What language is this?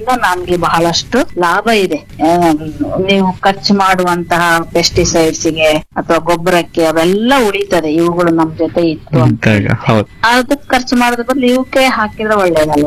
Kannada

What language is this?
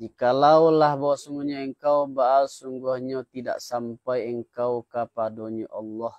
Minangkabau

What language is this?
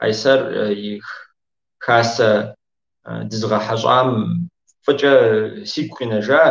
Kabardian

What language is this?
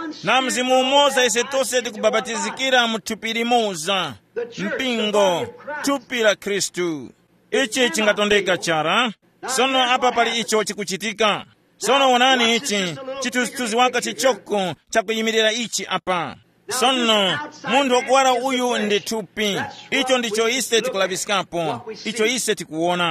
Tumbuka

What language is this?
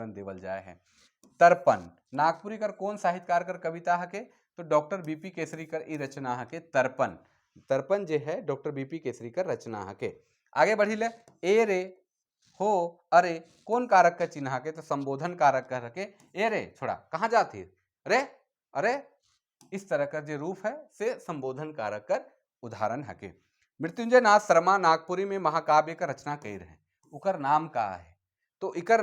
Sadri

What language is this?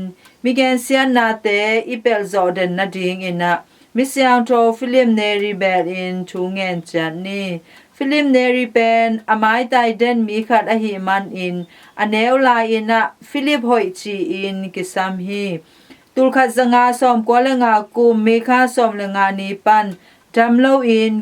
Tedim Chin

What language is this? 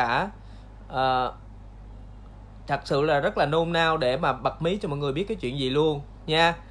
Vietnamese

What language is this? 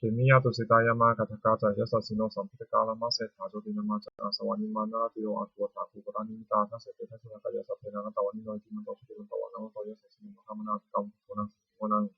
Pali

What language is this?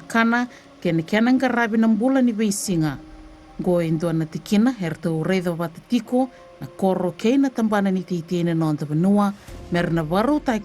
Fijian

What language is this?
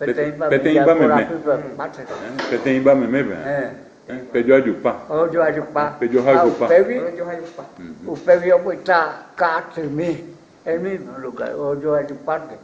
Guarani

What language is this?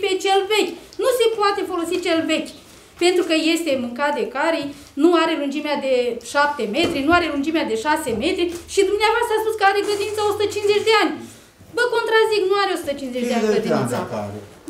Romanian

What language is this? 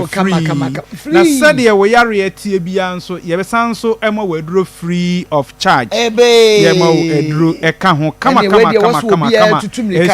Akan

